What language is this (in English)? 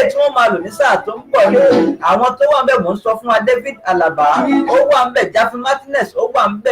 Yoruba